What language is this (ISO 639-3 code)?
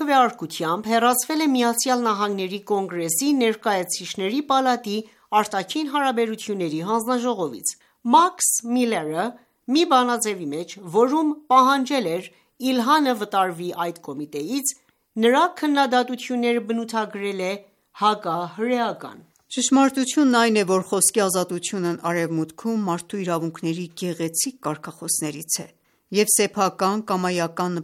hye